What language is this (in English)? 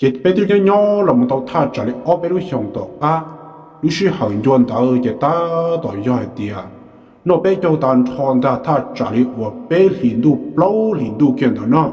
Hmong